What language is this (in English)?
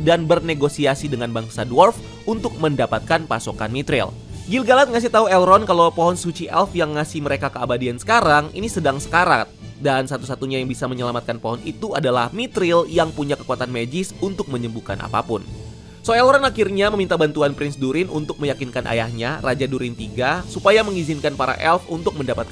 Indonesian